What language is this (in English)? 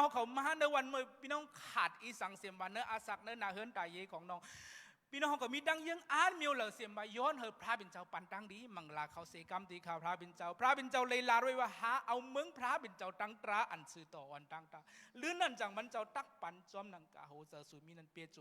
Shan